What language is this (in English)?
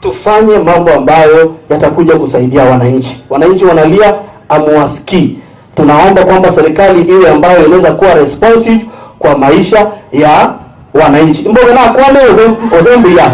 Gusii